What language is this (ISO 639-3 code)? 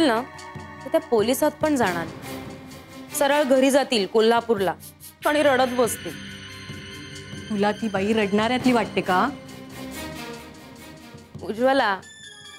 mar